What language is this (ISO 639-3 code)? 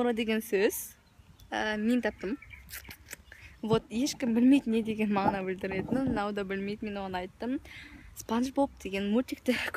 kaz